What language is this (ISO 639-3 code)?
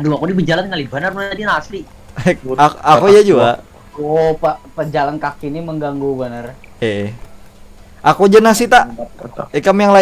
bjn